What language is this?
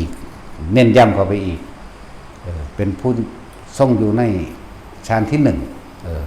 Northeastern Thai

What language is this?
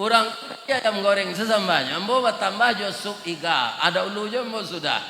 Minangkabau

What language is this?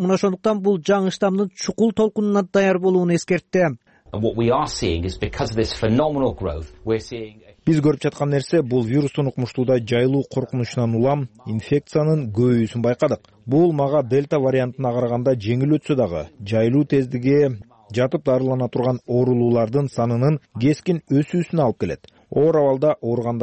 Kyrgyz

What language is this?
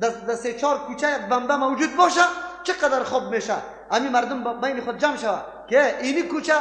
Persian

